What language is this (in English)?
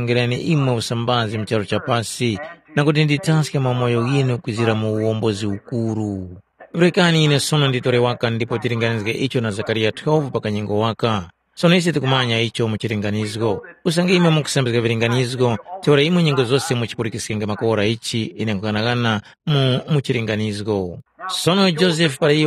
Tumbuka